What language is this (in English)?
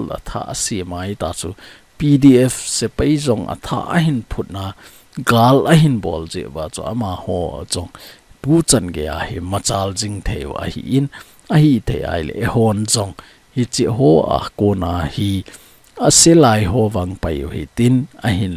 Thado Chin